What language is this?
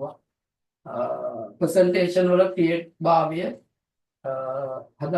Sinhala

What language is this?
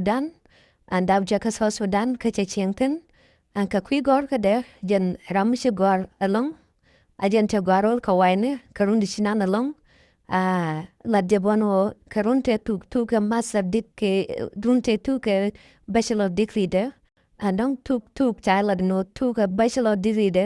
Nuer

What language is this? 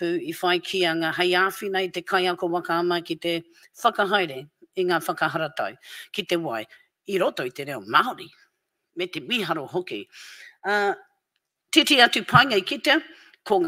Māori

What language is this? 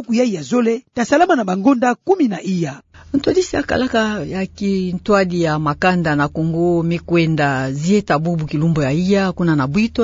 Kituba (Democratic Republic of Congo)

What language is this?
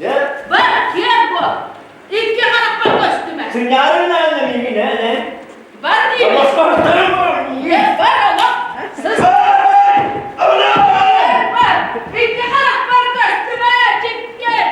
Yakut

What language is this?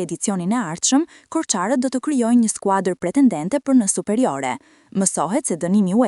Albanian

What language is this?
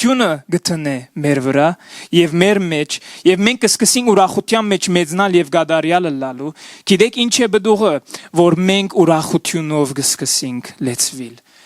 Western Armenian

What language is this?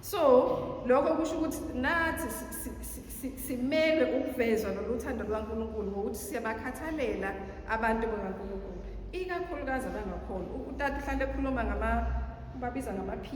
Zulu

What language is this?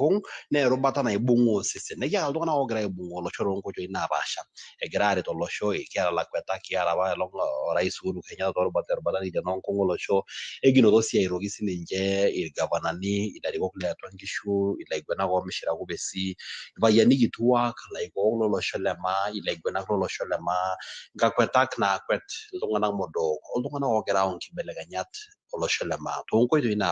Masai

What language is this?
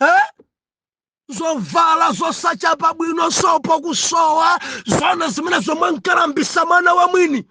Nyanja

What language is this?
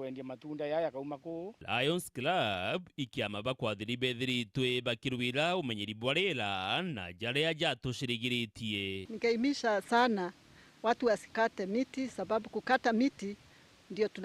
Meru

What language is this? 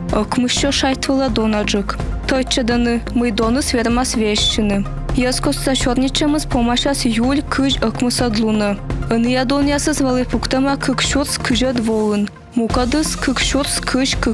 Komi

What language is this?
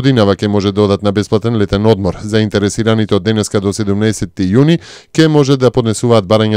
Macedonian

